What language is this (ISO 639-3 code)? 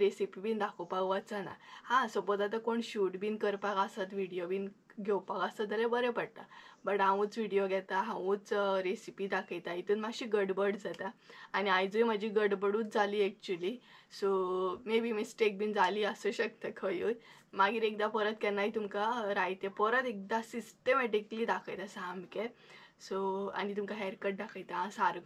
kok